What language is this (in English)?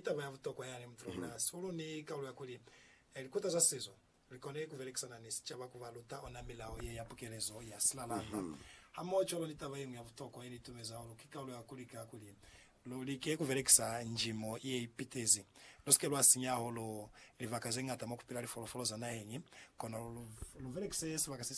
Lozi